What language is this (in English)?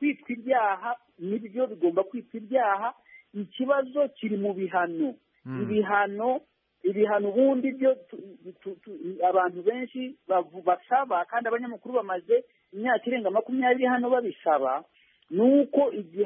Kinyarwanda